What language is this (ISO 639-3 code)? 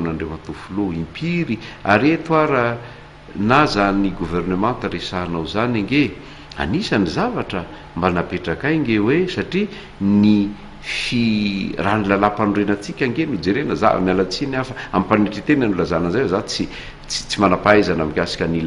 mlg